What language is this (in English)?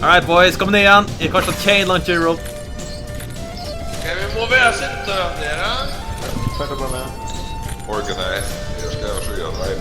Faroese